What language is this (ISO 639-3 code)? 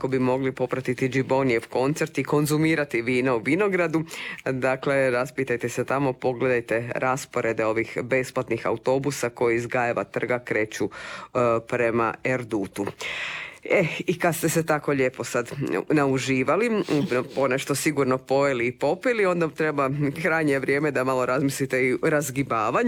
hrv